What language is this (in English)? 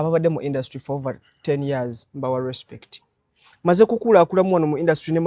Ganda